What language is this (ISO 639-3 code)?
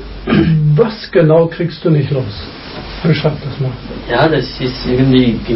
deu